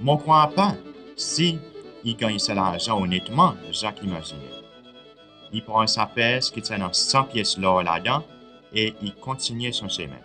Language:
Seselwa Creole French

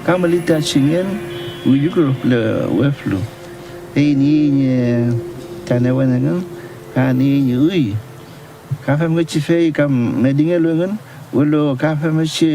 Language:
Mapuche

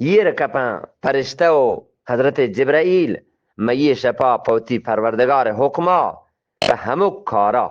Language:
Eastern Balochi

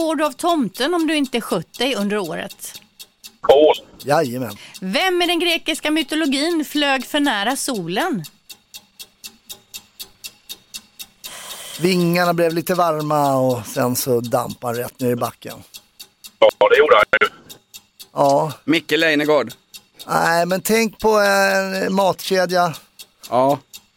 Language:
Swedish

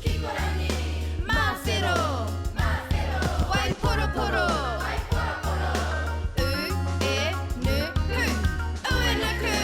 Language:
Māori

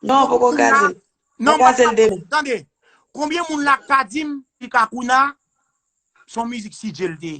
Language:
Haitian Creole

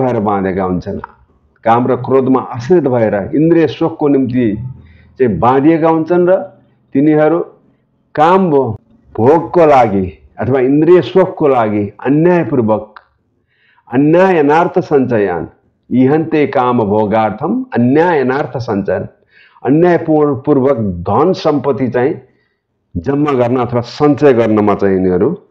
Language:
Nepali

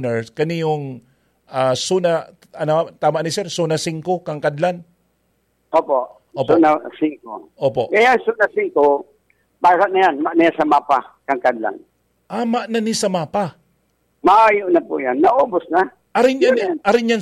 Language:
Bikol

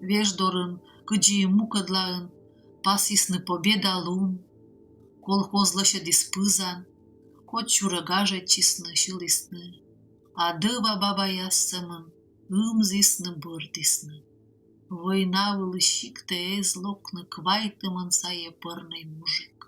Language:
Komi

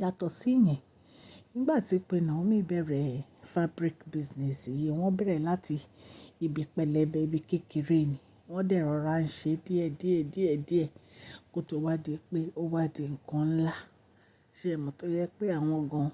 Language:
Yoruba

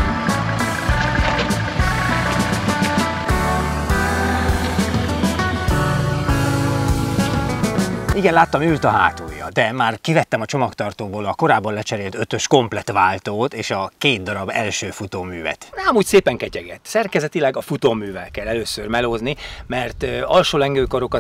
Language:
Hungarian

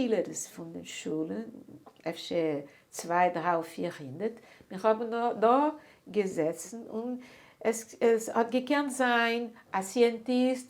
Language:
Yiddish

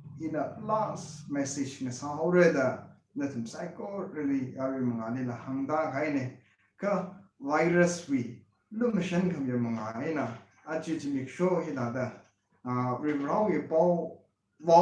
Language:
Tangkhul Naga (India)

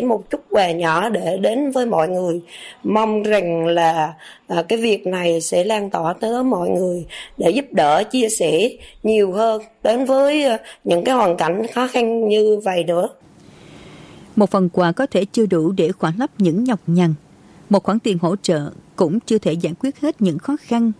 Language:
Vietnamese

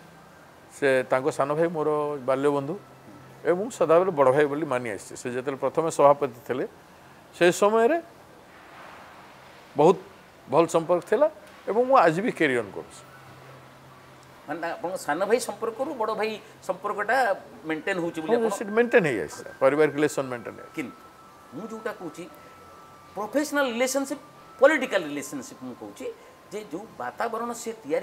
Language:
Odia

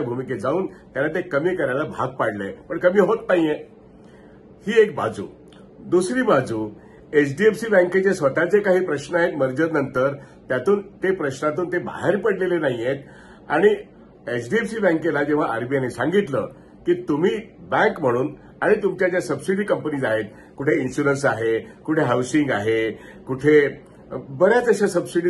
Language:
Marathi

